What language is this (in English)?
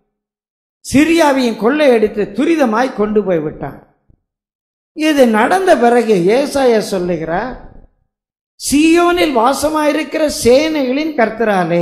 Tamil